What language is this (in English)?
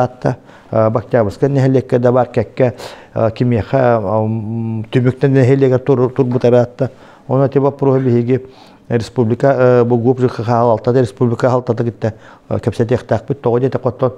Yakut